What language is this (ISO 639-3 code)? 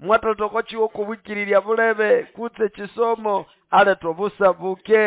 nnb